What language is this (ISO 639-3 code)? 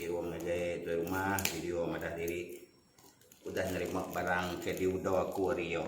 iba